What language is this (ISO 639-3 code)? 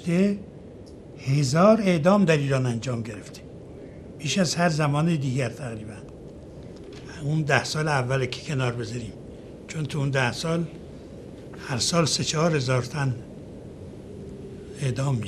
fas